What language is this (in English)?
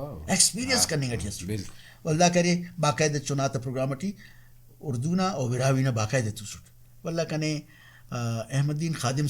Brahui